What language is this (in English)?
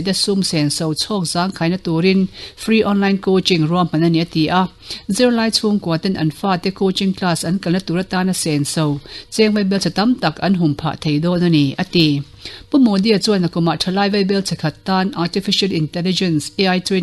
Mizo